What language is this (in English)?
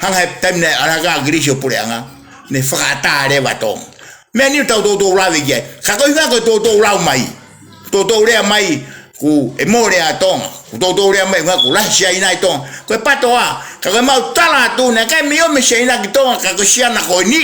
Tongan